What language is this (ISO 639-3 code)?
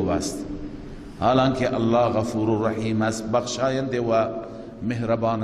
fas